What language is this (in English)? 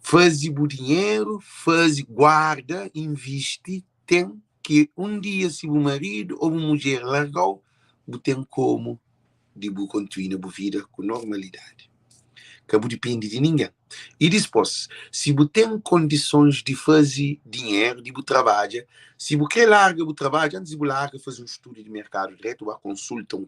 Kabuverdianu